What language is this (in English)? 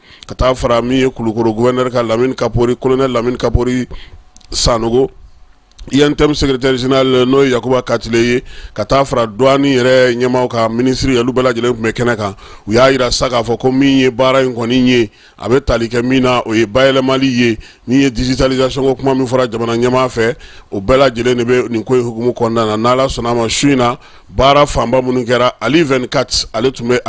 Bambara